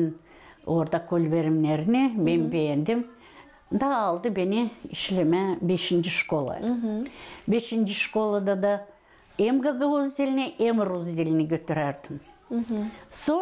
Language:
Gagauz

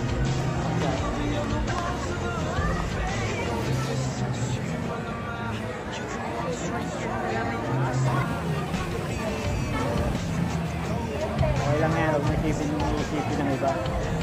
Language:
Filipino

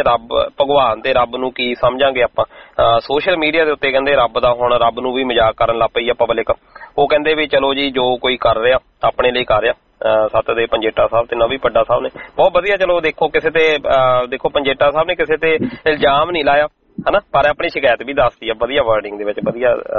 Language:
Punjabi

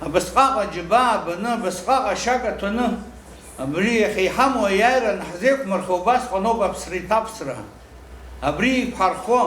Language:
Abkhazian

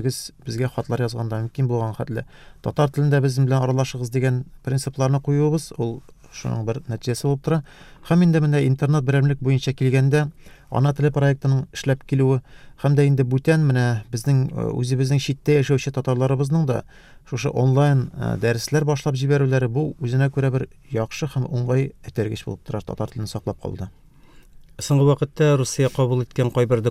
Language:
Tatar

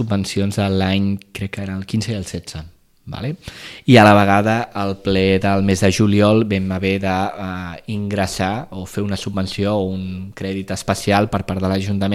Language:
Catalan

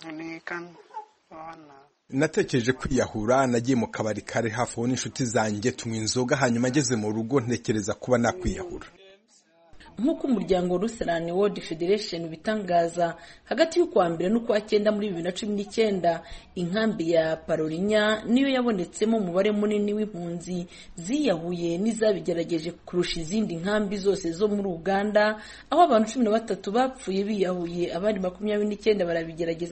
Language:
Kinyarwanda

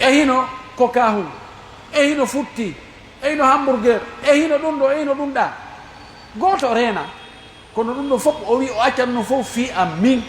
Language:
Pular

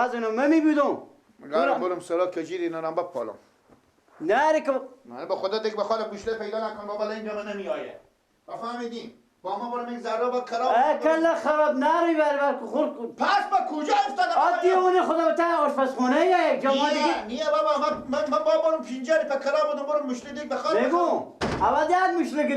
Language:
Persian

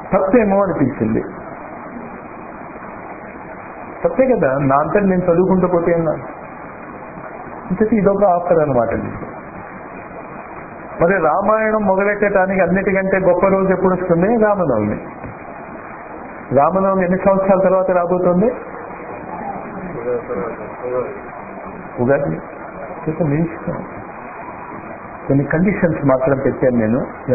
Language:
Telugu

